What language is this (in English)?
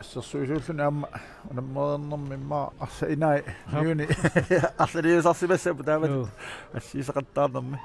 Kalaallisut